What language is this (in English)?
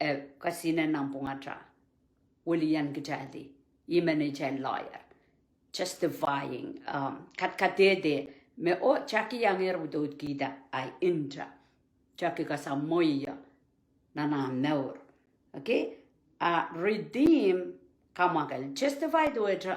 Pohnpeian